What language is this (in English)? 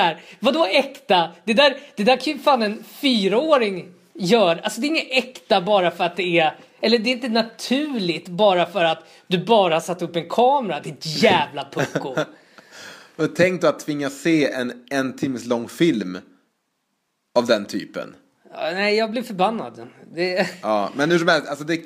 Swedish